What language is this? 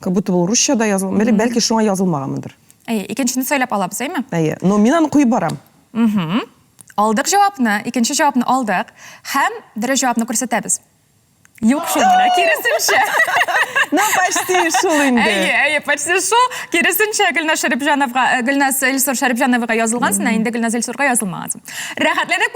Tatar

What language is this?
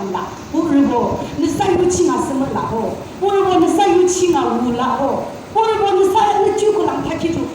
Yimchungru Naga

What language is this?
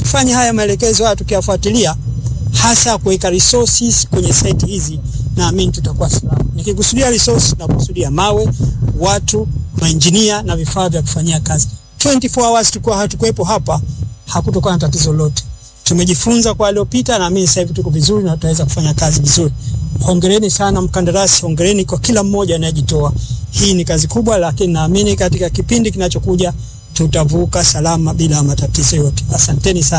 Swahili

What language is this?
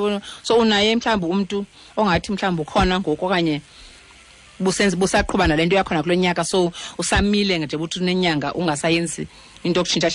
Xhosa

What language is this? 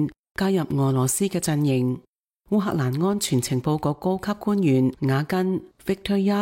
Cantonese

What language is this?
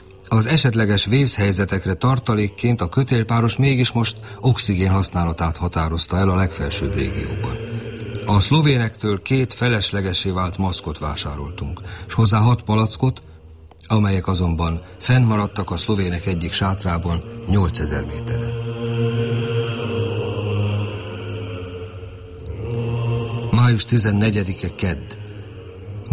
Hungarian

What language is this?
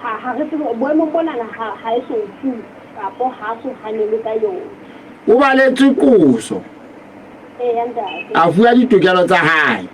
Southern Sotho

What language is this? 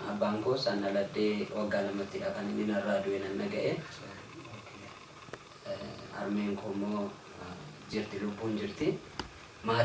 Oromo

